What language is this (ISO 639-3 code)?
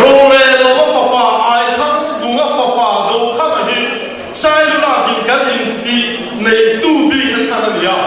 lus